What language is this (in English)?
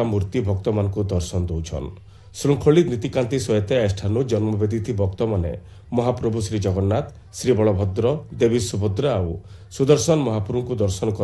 Odia